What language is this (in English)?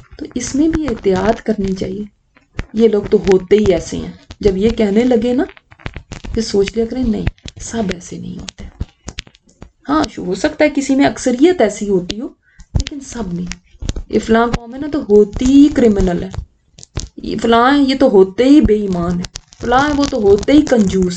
Urdu